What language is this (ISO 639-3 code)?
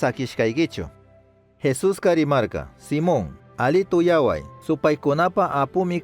qug